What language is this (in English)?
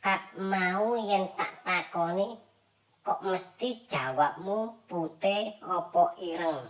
Javanese